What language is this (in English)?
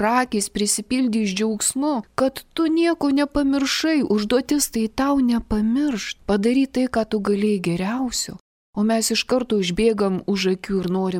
Lithuanian